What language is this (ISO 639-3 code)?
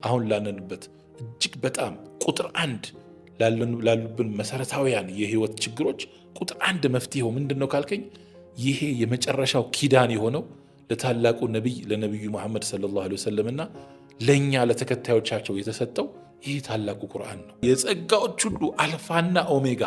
amh